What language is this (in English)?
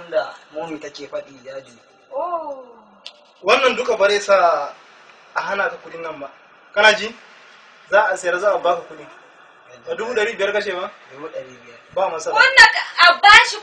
Hausa